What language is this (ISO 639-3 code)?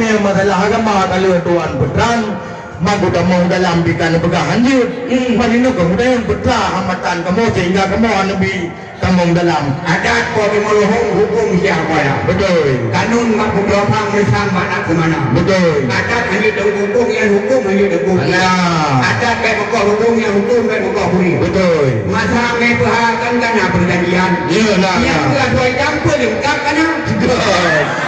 ace